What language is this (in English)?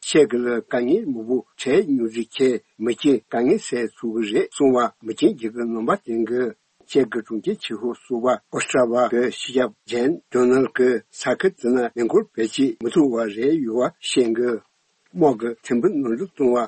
Tibetan